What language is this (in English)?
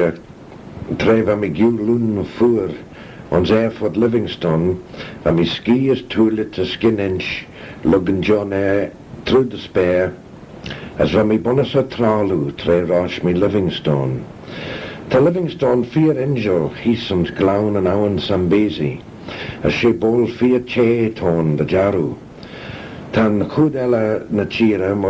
Manx